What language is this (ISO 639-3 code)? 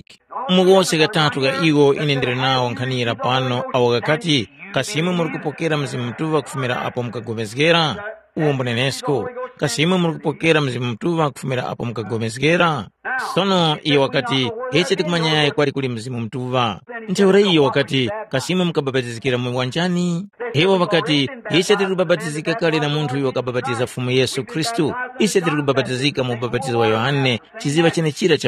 tum